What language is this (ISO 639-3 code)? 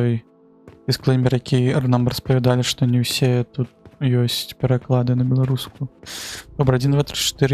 bel